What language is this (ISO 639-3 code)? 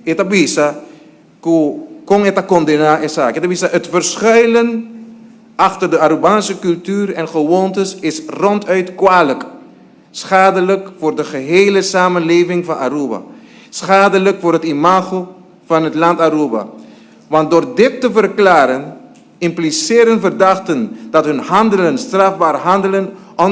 pap